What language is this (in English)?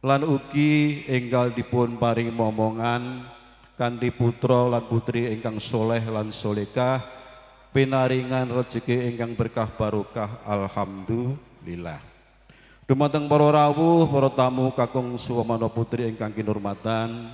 Javanese